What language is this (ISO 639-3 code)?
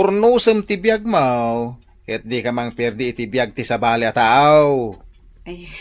ilo